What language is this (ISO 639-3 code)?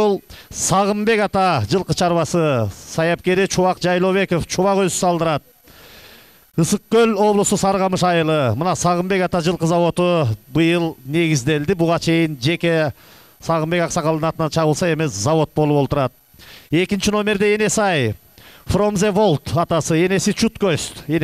kir